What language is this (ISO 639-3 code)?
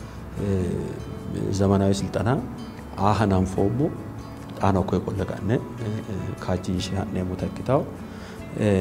sid